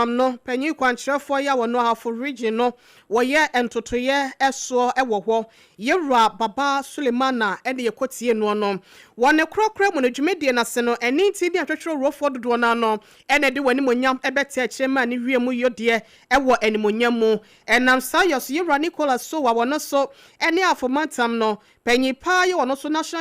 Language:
Akan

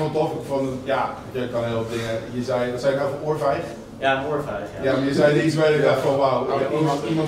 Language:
Dutch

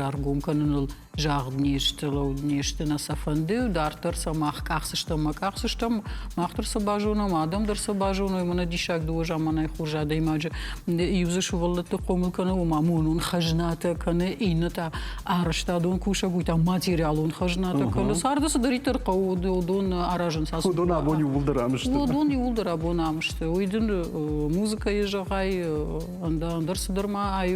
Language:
Ossetic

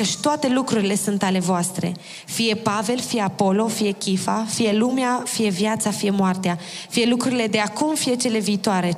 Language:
Romanian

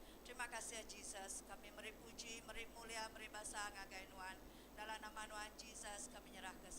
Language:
Iban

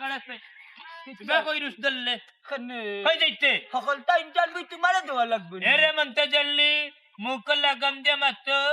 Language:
Sylheti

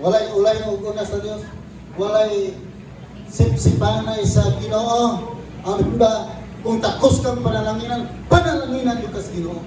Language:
Cebuano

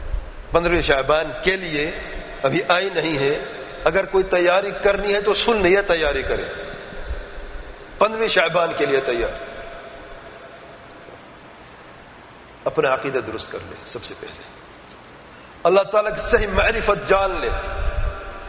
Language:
Urdu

